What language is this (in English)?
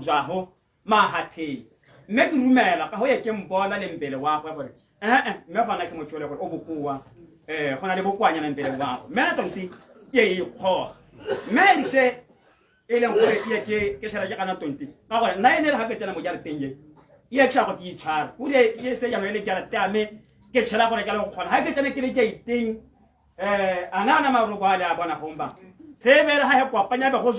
Tswana